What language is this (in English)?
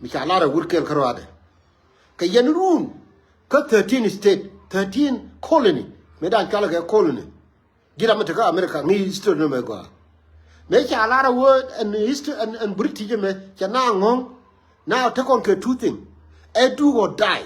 Nuer